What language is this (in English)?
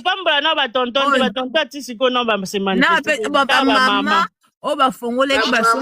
Lingala